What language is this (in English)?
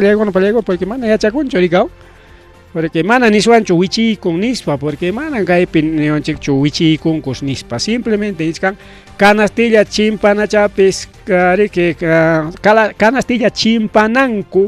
Ayacucho Quechua